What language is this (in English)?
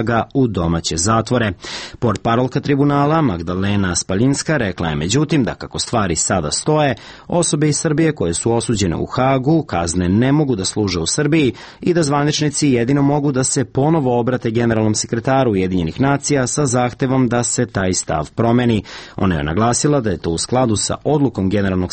Serbian